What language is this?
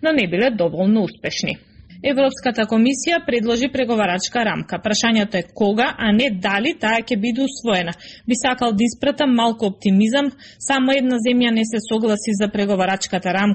Macedonian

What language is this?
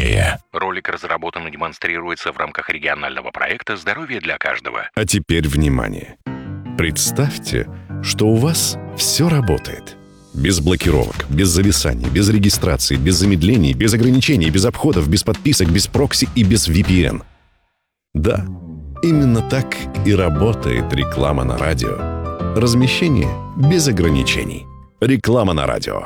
Russian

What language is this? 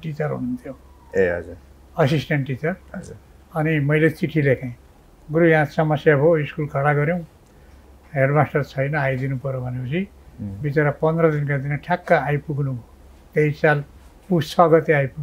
Nepali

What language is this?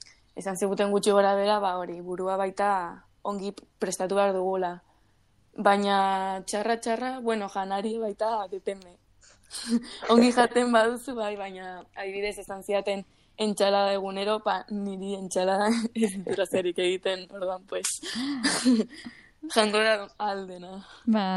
Basque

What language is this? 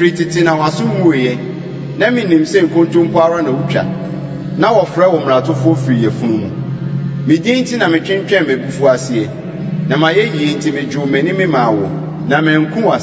Akan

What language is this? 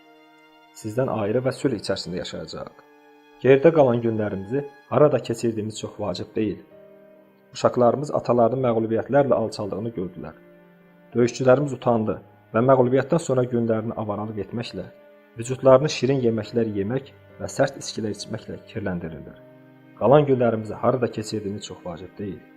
Azerbaijani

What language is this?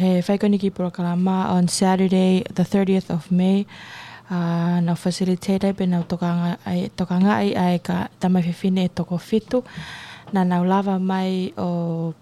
Tongan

